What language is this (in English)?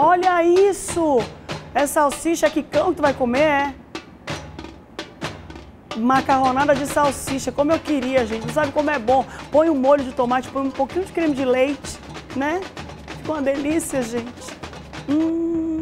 Portuguese